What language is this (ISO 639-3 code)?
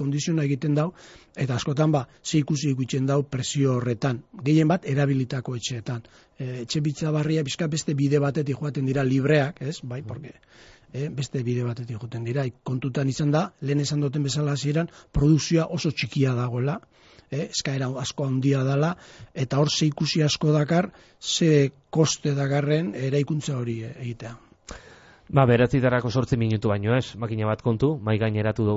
eus